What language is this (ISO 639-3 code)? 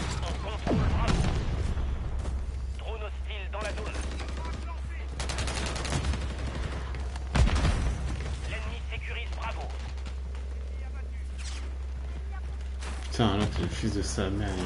fra